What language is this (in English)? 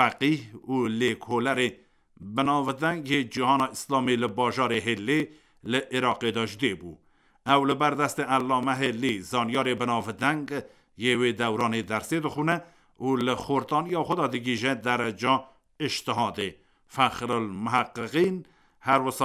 Kurdish